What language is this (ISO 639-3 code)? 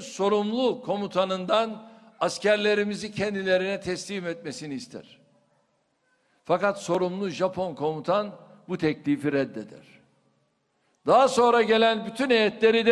tur